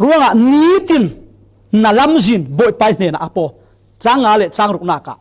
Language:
Falam Chin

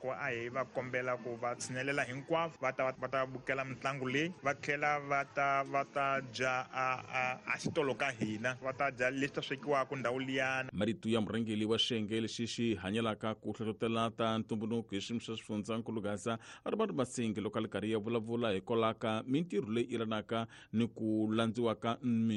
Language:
Tsonga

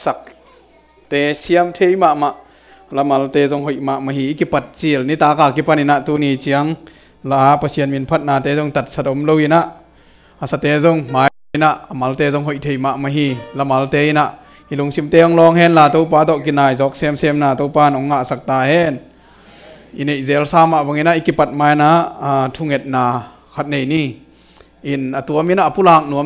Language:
Tedim Chin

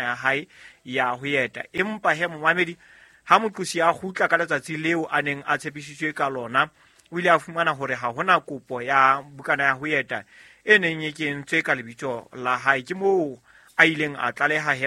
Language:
Southern Sotho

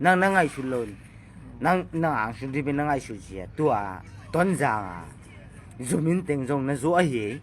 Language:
Tedim Chin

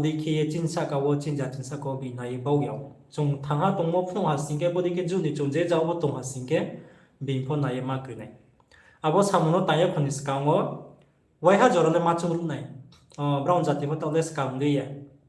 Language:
Riang (India)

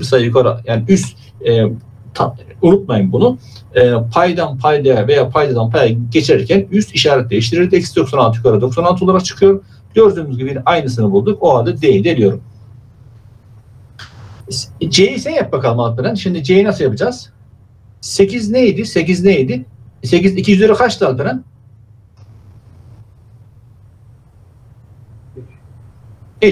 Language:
Turkish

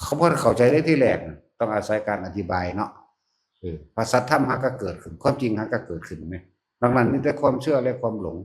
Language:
Northeastern Thai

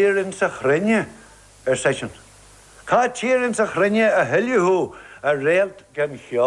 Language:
Irish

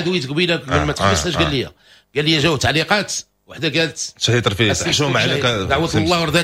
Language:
Moroccan Arabic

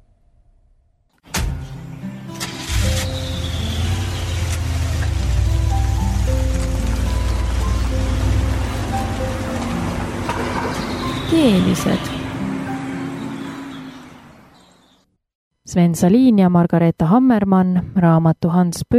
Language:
Estonian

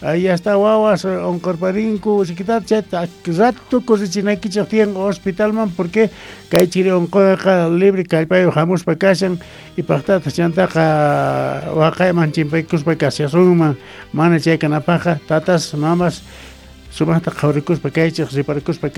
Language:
South Bolivian Quechua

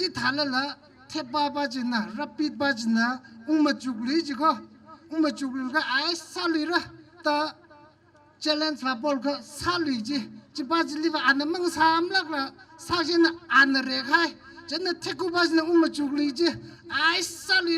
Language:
Tangkhul Naga (India)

